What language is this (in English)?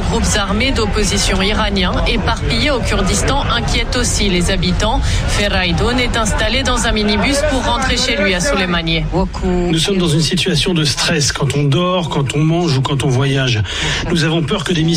French